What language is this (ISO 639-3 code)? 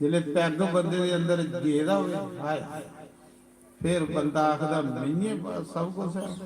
doi